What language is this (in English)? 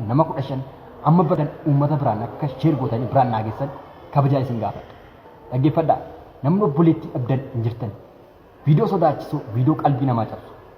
Oromo